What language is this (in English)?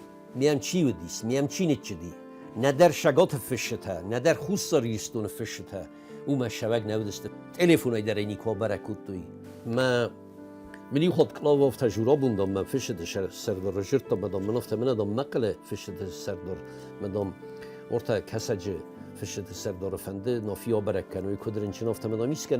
Ossetic